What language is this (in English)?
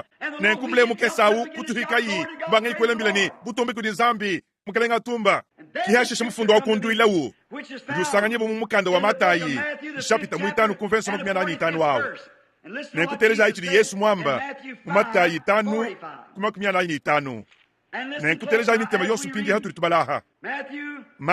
Luba-Lulua